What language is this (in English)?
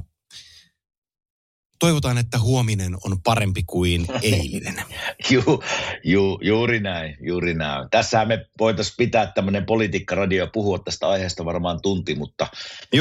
Finnish